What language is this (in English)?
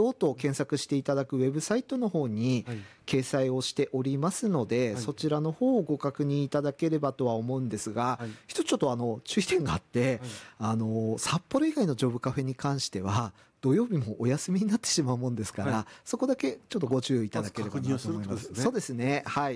Japanese